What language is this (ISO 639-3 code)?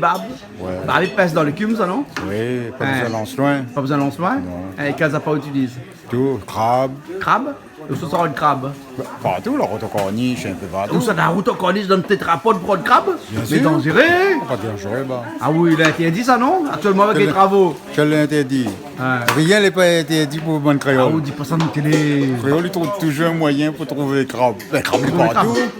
rcf